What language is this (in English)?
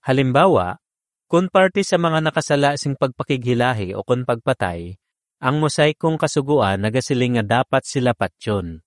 Hiligaynon